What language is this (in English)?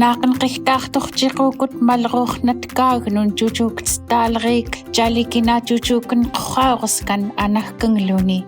Central Yupik